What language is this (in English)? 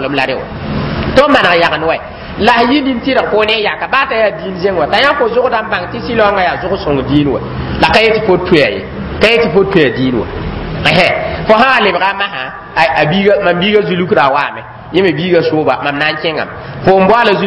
Mossi